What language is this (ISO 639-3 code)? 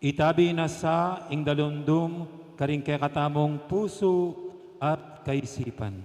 pam